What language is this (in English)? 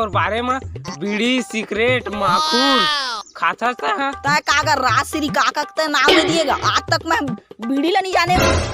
Chhattisgarhi